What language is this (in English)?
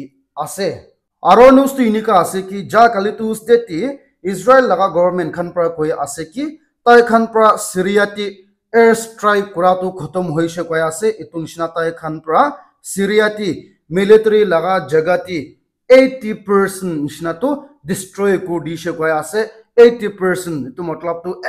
Naga Pidgin